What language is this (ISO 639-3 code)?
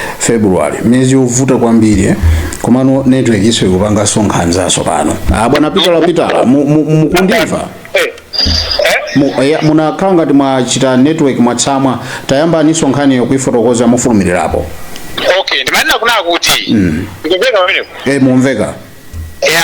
nya